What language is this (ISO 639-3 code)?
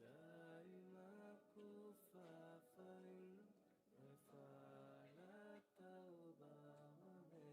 div